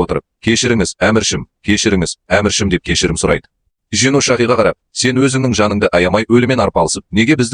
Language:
Kazakh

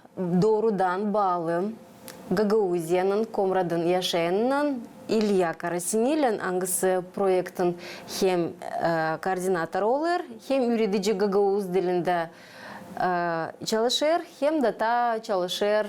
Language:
Gagauz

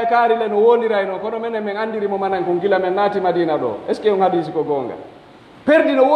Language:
Pular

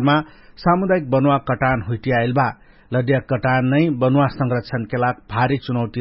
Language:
Dangaura Tharu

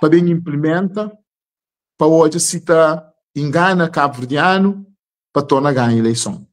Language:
Kabuverdianu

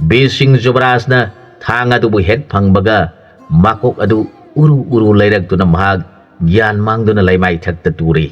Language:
Manipuri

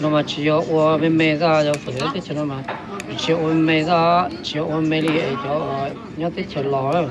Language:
Hmong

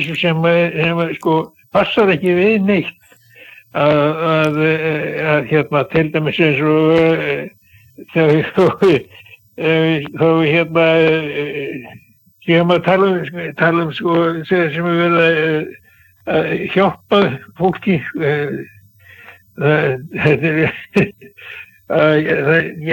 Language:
Icelandic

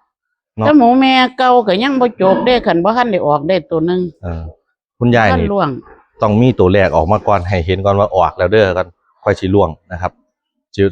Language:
Northeastern Thai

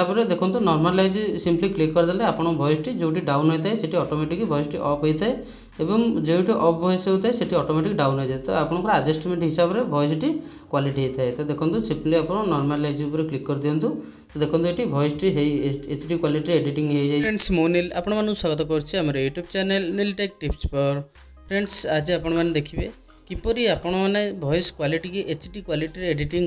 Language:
Odia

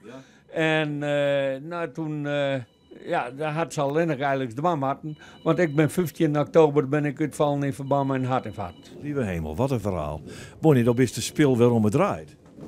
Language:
Western Frisian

